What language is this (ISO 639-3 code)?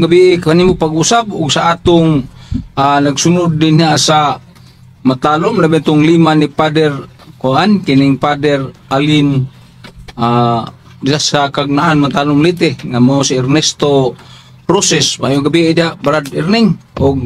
ceb